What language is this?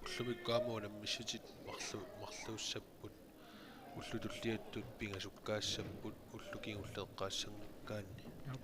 Kalaallisut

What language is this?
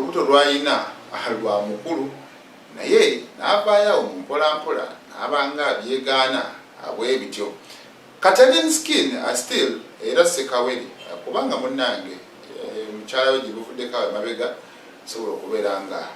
Ganda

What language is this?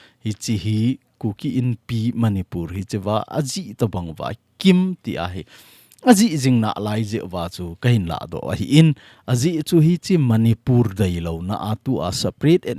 Thado Chin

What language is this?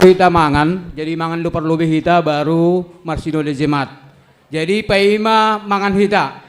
Batak Simalungun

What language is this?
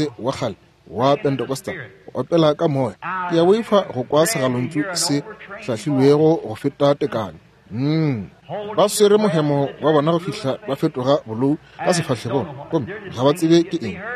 Northern Sotho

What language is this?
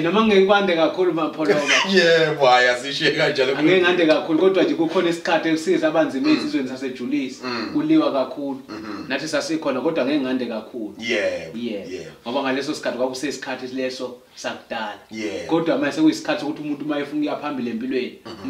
Zulu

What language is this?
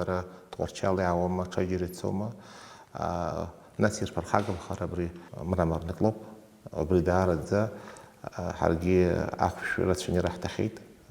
Abkhazian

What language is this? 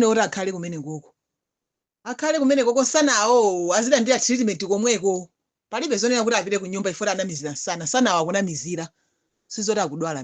Nyanja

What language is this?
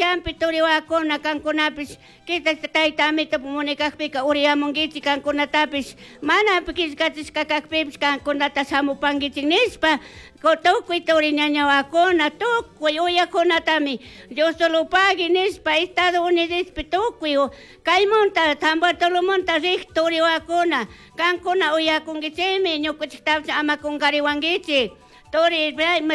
Chimborazo Highland Quichua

